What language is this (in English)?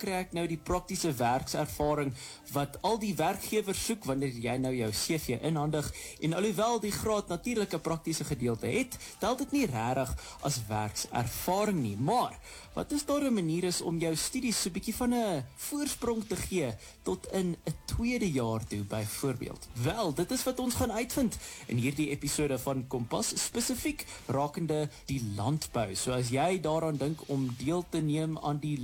Afrikaans